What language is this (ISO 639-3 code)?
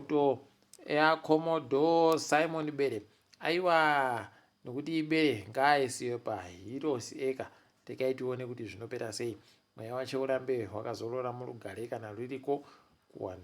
ndc